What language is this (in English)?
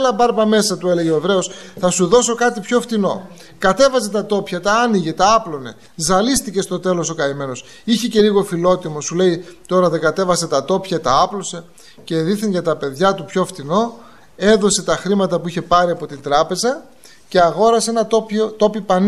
Greek